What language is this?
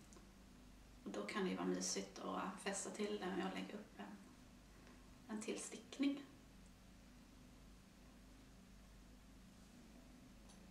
Swedish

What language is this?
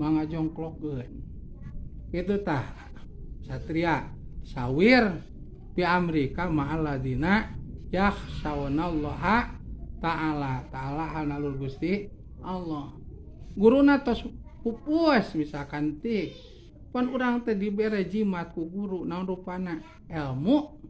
Sundanese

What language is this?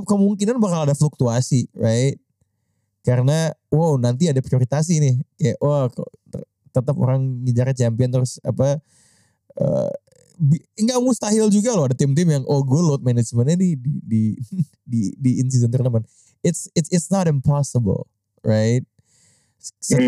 Indonesian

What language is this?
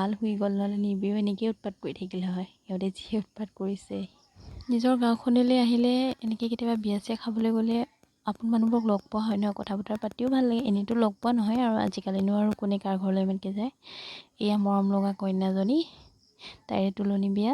Assamese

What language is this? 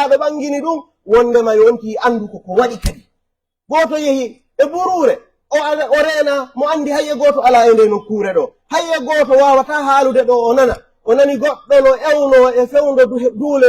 Pular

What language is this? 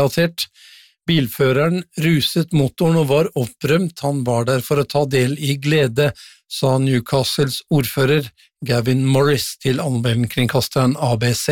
Norwegian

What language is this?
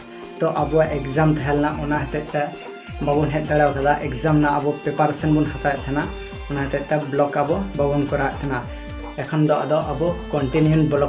Santali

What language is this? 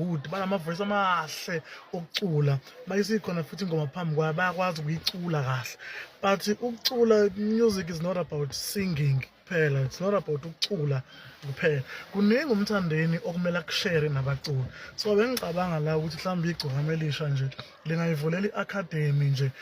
Zulu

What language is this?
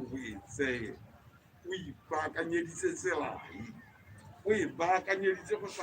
Tswana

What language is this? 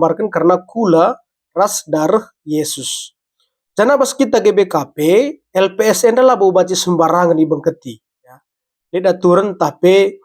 Batak Karo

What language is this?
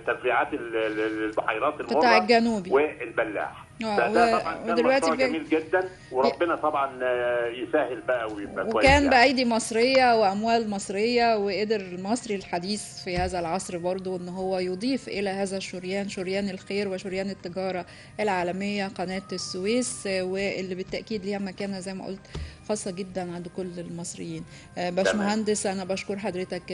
Egyptian Arabic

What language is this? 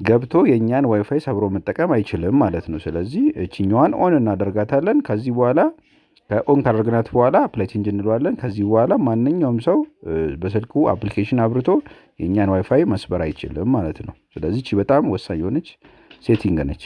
Amharic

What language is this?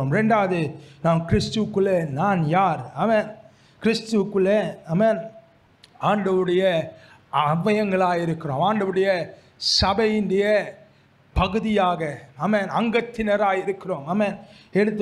Tamil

